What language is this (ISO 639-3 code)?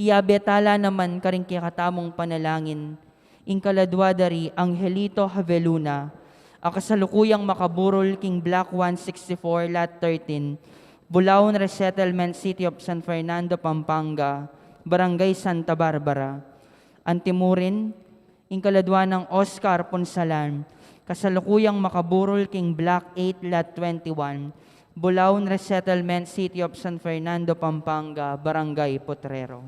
pam